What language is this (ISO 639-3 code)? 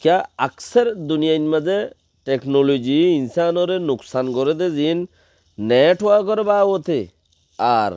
rhg